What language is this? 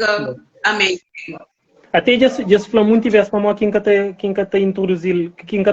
Kabuverdianu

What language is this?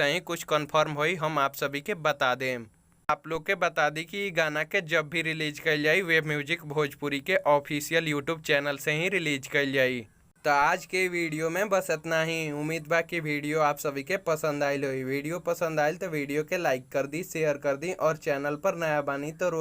Bhojpuri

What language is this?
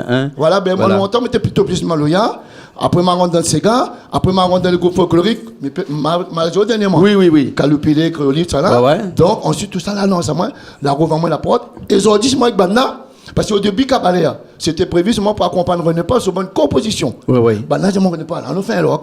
Réunion Creole French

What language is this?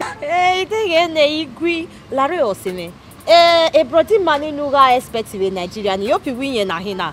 Bini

